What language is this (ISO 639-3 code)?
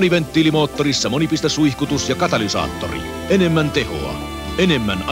fin